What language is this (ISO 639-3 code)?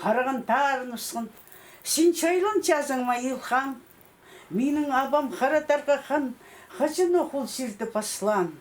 kjh